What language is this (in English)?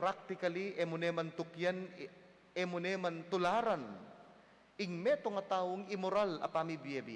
Pampanga